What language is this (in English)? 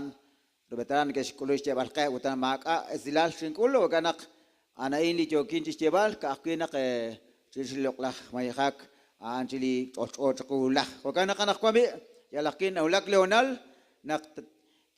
Kekchí